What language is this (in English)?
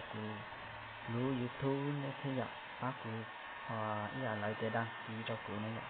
Hmong